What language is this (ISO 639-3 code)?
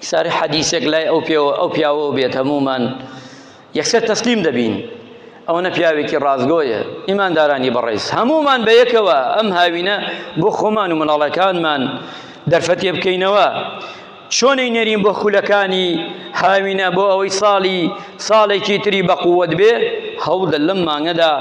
ckb